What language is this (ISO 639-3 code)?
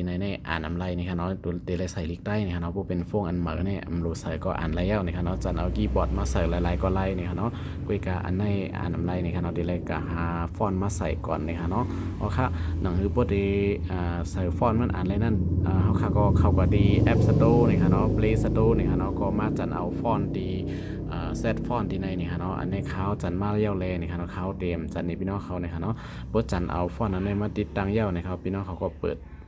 shn